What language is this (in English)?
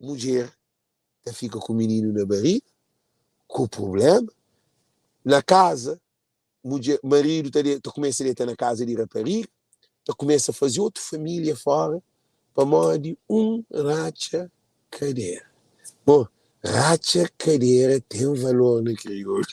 Kabuverdianu